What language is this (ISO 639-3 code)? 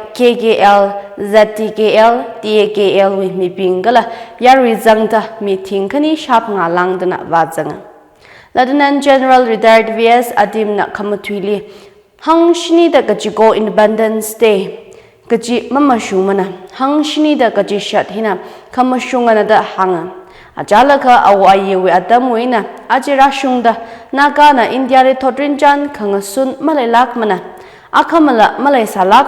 nmf